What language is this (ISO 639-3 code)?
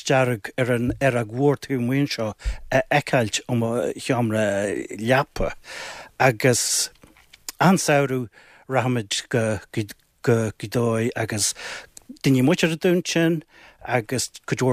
gle